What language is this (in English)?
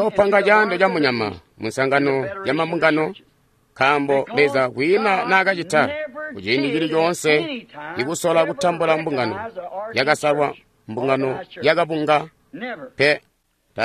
Tonga (Zambia)